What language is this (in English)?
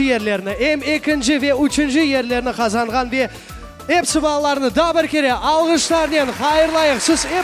Crimean Tatar